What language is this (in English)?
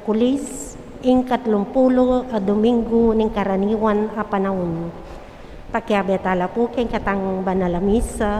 Pampanga